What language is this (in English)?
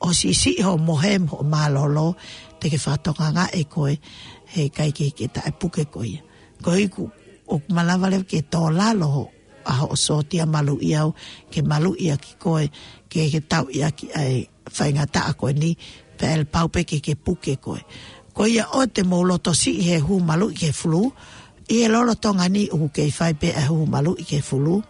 Tongan